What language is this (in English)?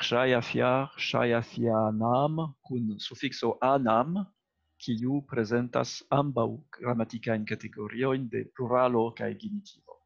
Esperanto